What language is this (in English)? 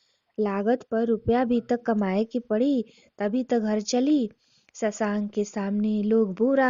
Bhojpuri